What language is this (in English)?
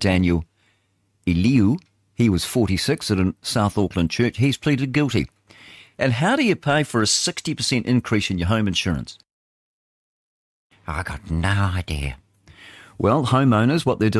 English